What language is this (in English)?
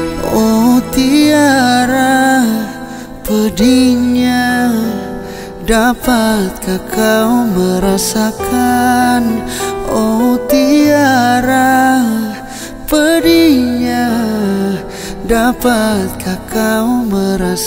Indonesian